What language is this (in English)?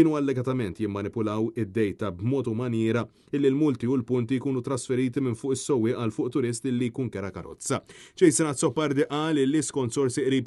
Maltese